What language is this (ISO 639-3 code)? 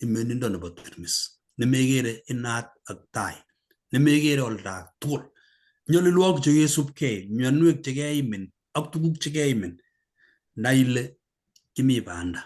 kln